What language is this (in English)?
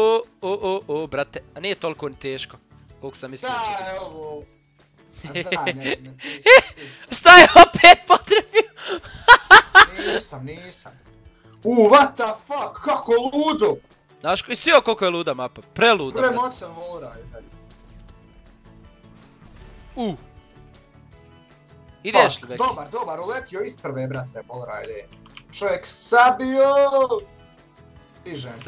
Bosnian